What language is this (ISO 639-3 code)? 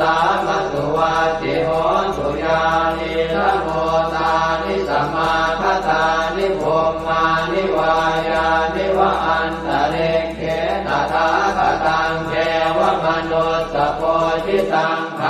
pli